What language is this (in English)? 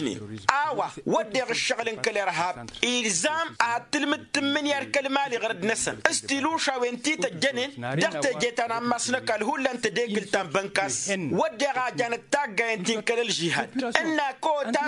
Tamasheq